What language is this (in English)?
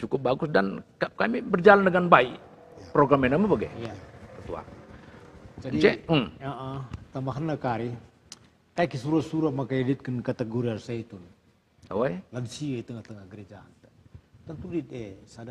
Batak Karo